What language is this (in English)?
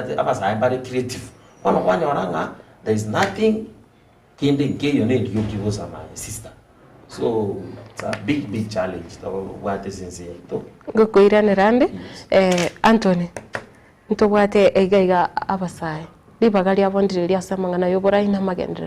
Gusii